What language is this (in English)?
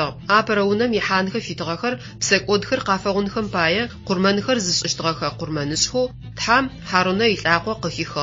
Adyghe